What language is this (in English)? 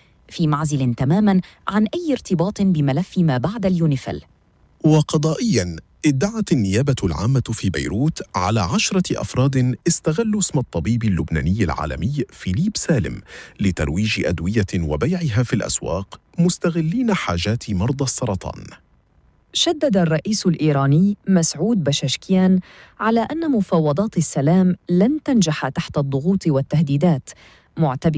North Levantine Arabic